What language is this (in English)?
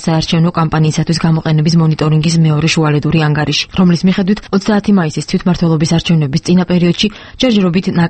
Georgian